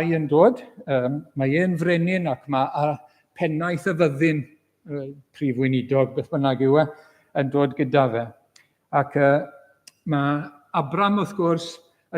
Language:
Welsh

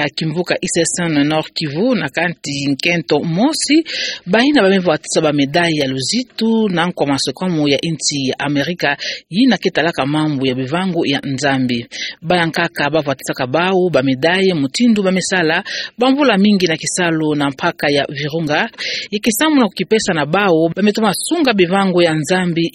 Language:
Kituba (Democratic Republic of Congo)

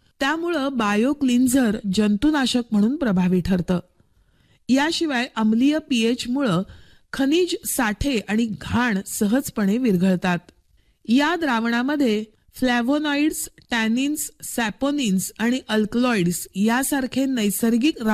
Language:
Marathi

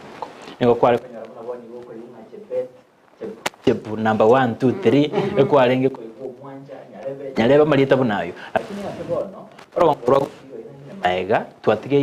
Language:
Gusii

